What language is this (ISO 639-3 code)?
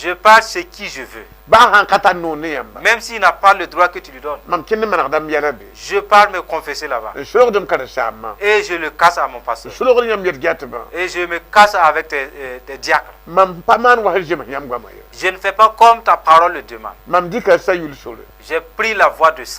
mos